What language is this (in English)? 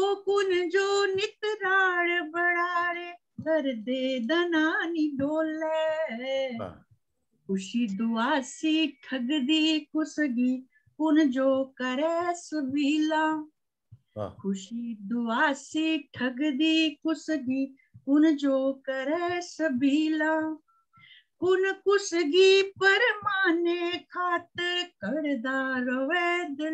Dogri